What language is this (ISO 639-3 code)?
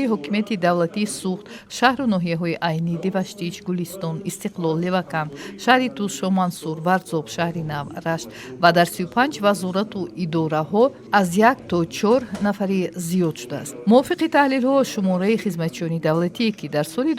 tgk